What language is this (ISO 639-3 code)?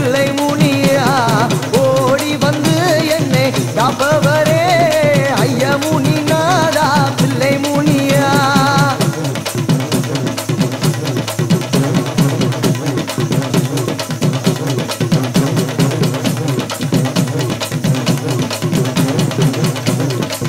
tam